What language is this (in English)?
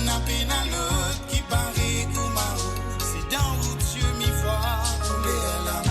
Morisyen